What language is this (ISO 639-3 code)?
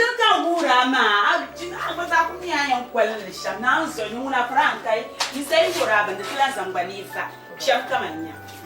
dag